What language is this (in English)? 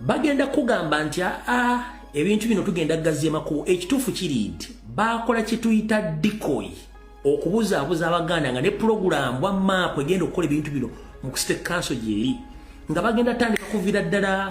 Ganda